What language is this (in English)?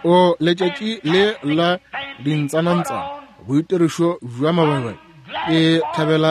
Northern Sotho